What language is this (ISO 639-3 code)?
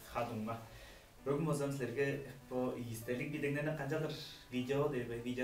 tyv